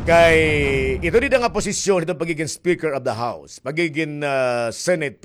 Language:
Waray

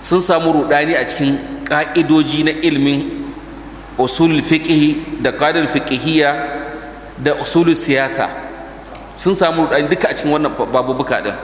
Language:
Hausa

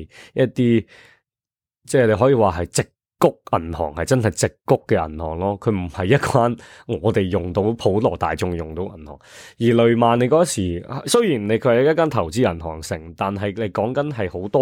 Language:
Cantonese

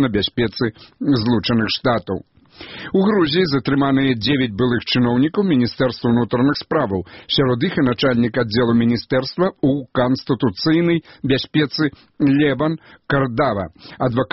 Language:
Belarusian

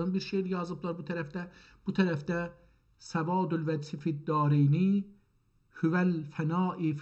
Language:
South Azerbaijani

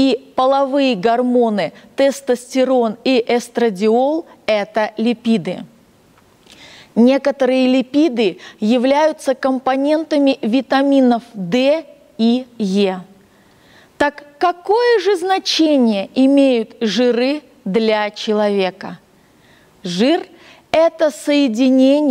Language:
Russian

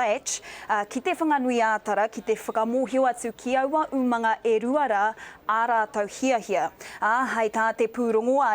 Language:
Māori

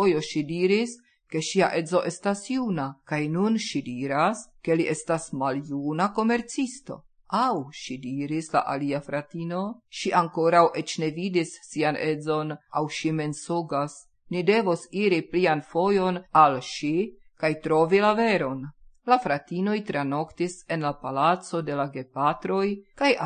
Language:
Esperanto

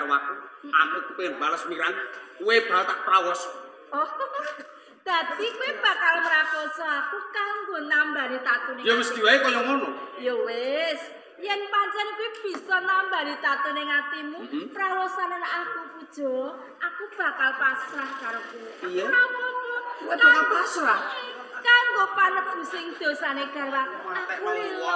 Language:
Javanese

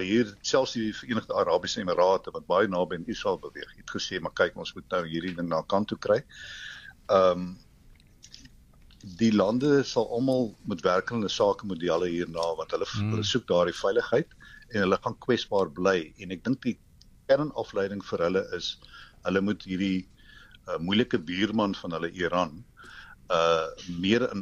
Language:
Afrikaans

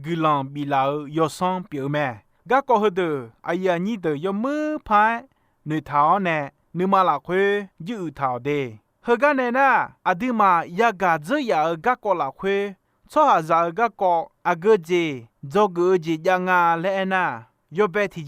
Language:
Akha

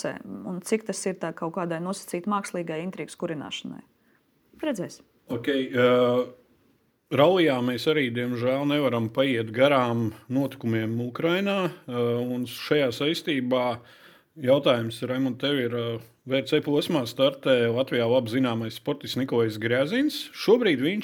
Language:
Latvian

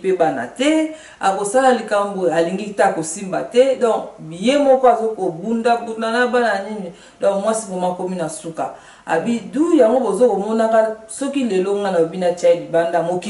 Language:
Lingala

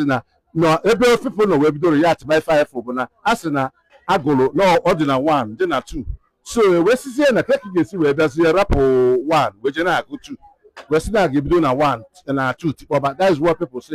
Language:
Igbo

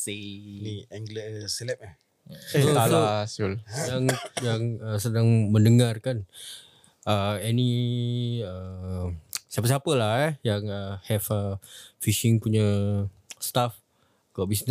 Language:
Malay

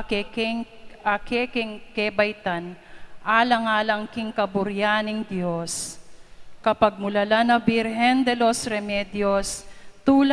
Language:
Pampanga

